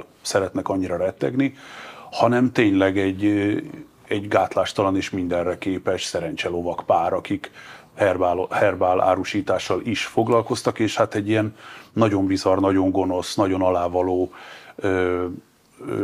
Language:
Hungarian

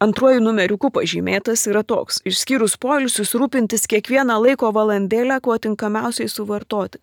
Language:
Lithuanian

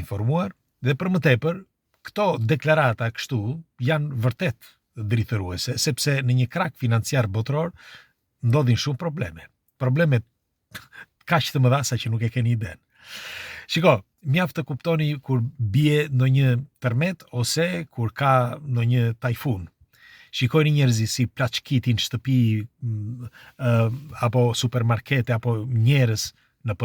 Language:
Albanian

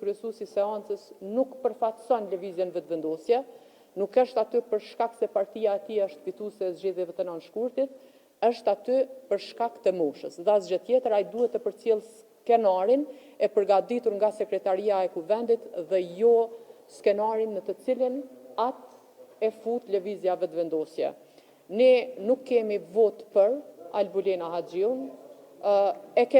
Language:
Albanian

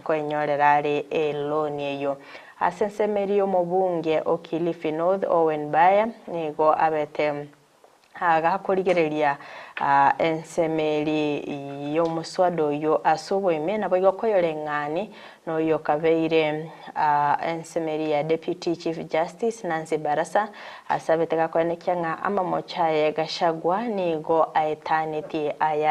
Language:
Gusii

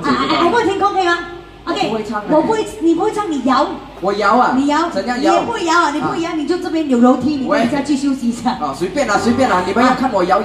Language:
Chinese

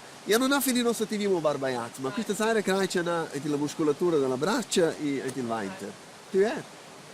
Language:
Romansh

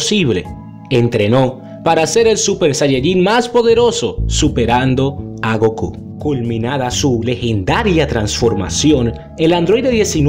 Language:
Spanish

